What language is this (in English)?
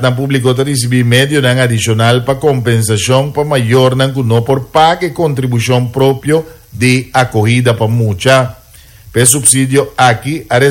Papiamento